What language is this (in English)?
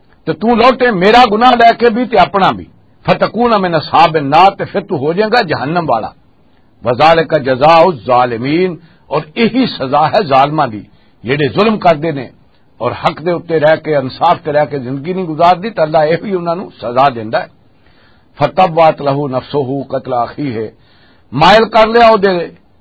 Western Panjabi